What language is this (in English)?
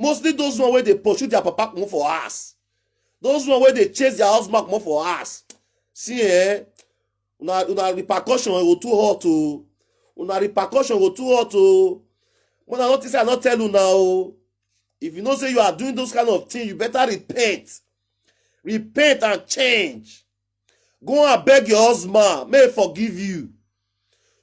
Nigerian Pidgin